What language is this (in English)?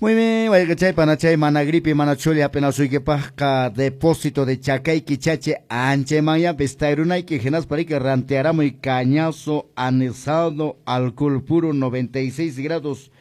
Quechua